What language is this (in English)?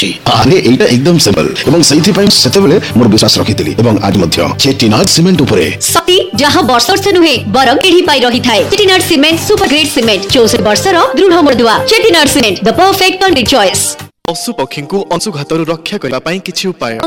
Odia